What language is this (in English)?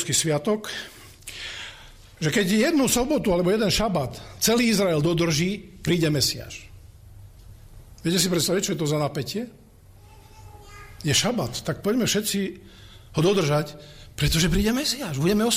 Slovak